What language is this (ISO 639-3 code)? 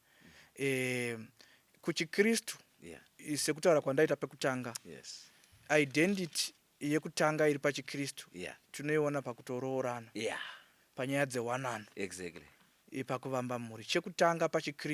sna